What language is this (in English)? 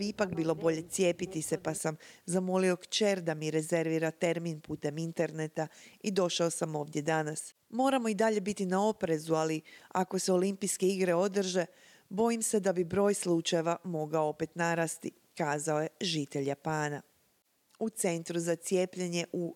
Croatian